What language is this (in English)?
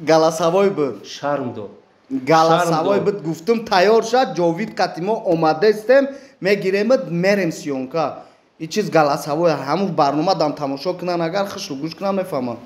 Tajik